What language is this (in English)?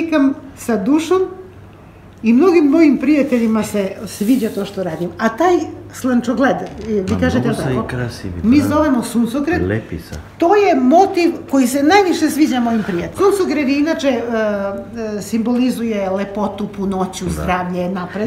Serbian